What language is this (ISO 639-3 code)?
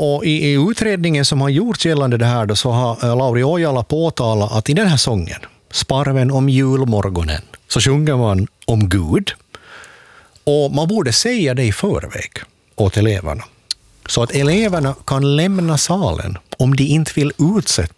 swe